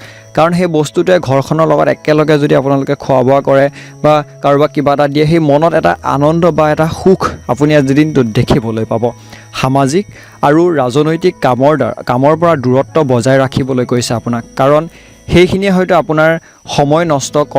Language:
Assamese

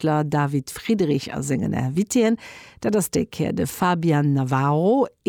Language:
Luxembourgish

